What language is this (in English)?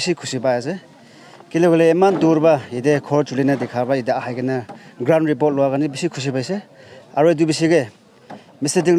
Naga Pidgin